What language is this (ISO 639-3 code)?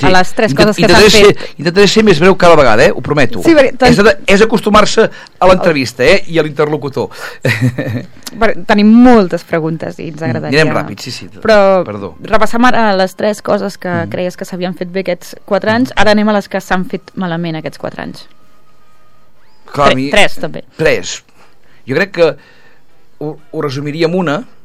cat